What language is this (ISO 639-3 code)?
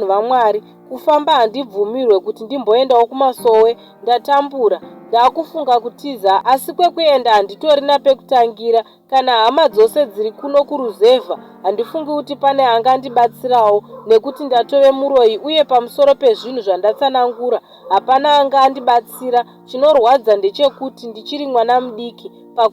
sna